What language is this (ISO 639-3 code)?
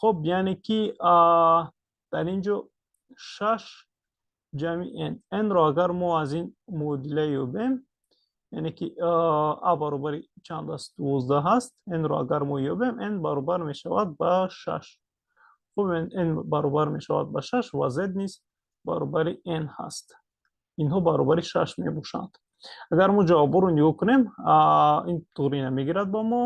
tgk